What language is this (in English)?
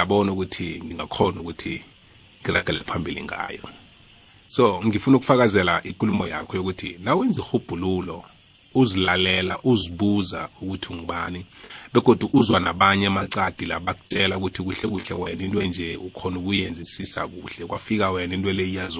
South Ndebele